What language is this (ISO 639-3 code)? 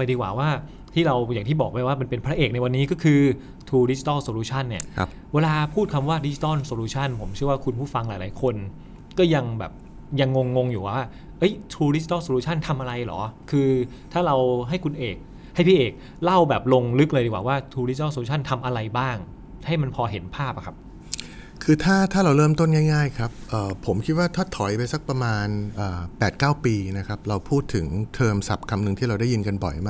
tha